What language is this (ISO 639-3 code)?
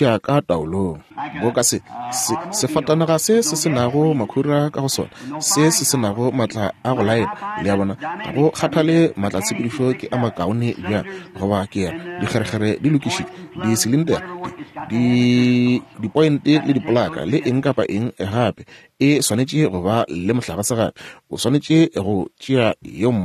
nso